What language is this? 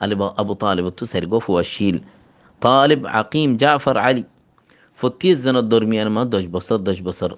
Rohingya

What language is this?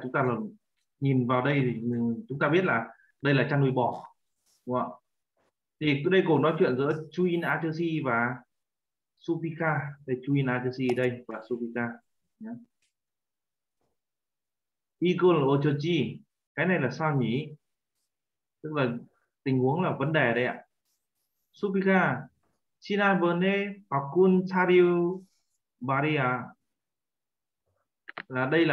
Vietnamese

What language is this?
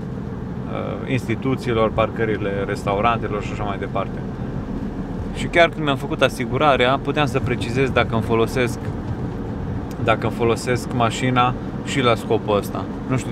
Romanian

